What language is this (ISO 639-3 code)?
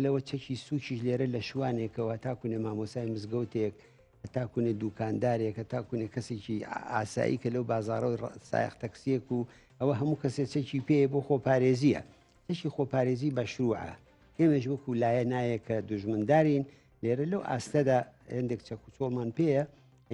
ckb